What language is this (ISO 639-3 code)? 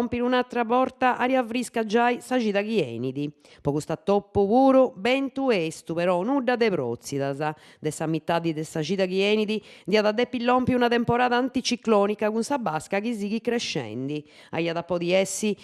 srd